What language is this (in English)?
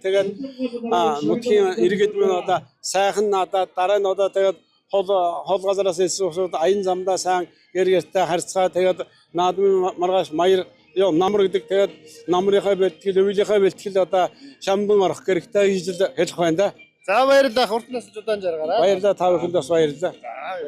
Mongolian